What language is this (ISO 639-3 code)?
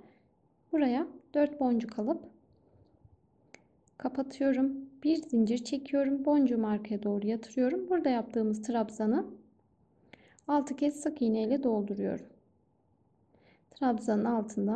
tur